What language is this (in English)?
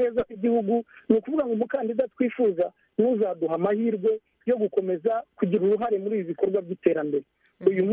Kinyarwanda